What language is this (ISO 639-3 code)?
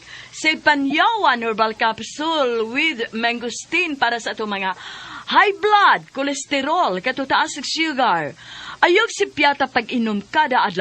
ceb